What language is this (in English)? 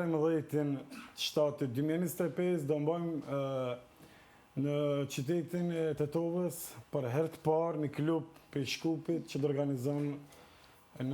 Albanian